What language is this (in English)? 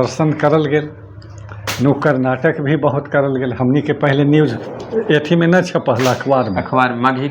Magahi